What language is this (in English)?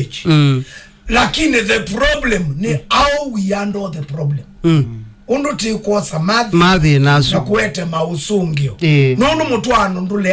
Kamba